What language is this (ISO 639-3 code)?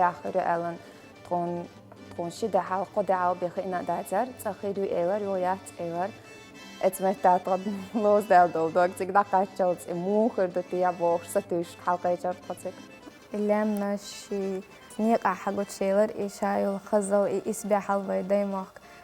che